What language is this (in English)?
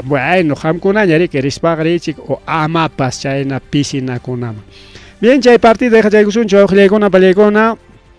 Ayacucho Quechua